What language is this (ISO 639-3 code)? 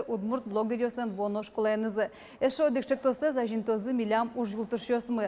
udm